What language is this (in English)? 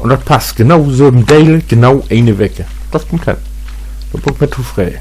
Low German